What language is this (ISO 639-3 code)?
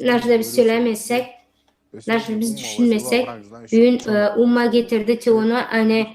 gag